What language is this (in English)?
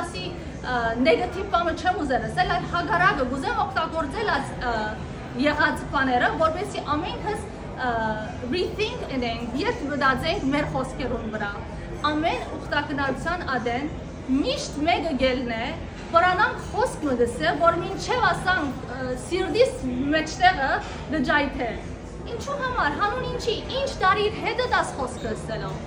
Western Armenian